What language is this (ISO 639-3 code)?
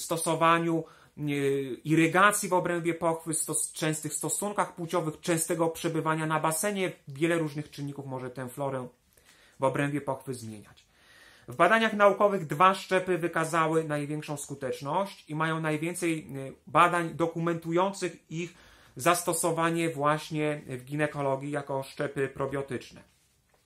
pol